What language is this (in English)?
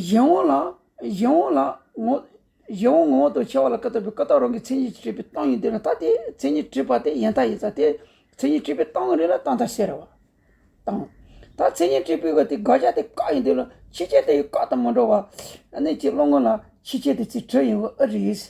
Tibetan